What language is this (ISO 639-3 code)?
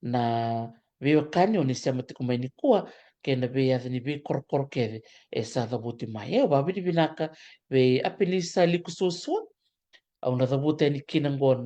fij